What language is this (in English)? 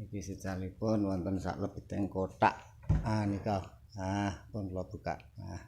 Javanese